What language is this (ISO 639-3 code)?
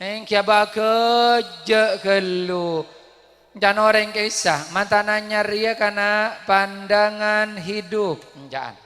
mad